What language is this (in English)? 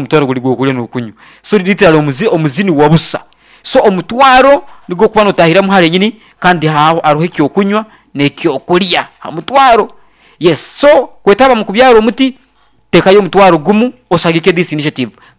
Nyoro